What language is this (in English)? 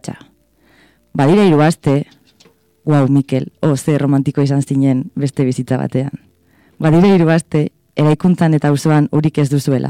Basque